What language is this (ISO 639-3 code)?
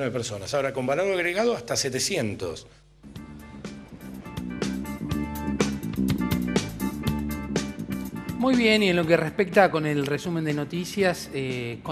spa